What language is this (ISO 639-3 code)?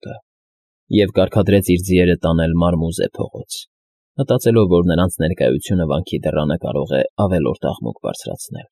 hye